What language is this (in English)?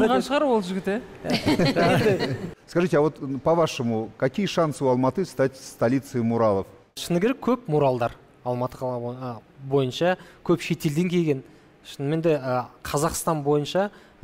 Kazakh